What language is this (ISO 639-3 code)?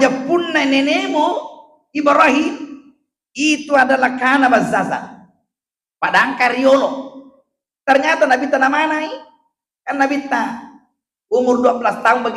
bug